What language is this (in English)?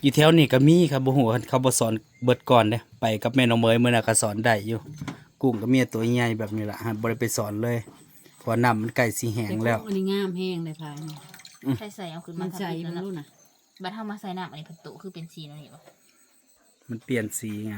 Northeastern Thai